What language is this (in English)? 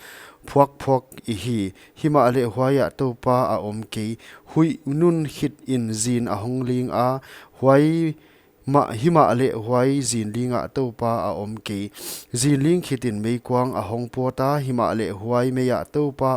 Paite Chin